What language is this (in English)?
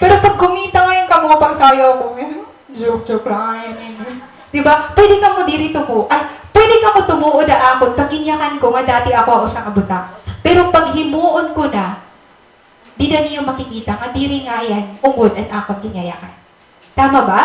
Waray